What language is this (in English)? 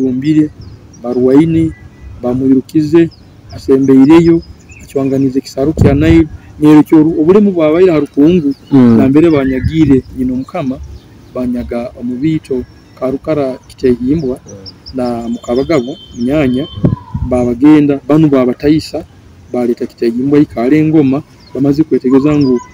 Nyoro